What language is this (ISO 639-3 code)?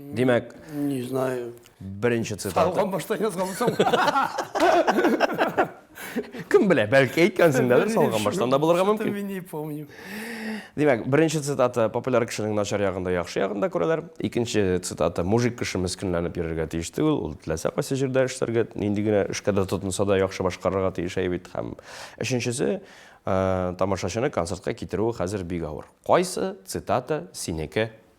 tat